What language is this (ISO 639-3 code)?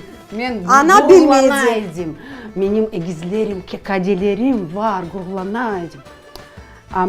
crh